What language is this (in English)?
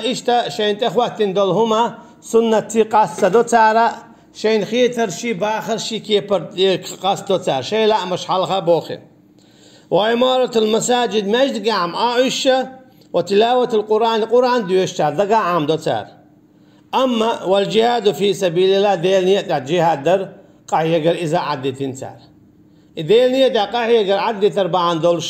Chechen